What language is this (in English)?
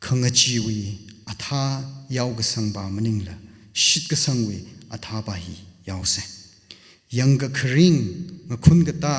Tangkhul Naga (India)